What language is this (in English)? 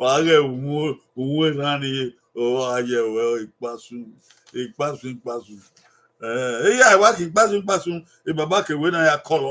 Bini